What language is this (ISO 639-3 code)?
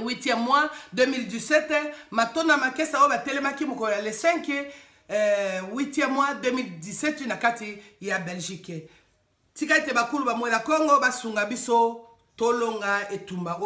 lin